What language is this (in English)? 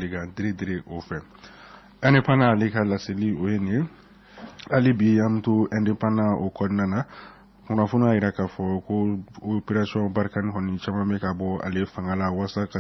Bambara